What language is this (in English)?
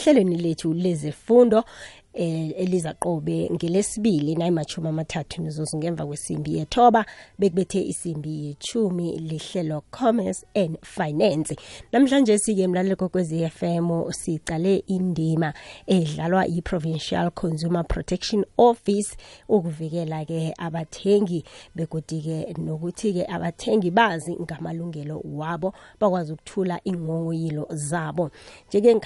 South Ndebele